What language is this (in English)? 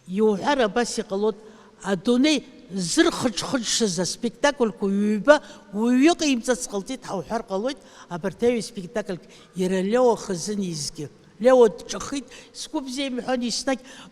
Abkhazian